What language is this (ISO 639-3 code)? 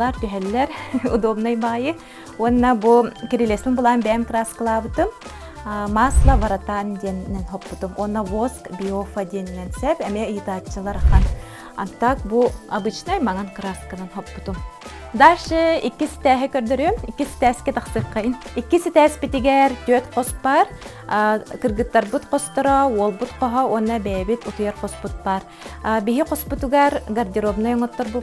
sah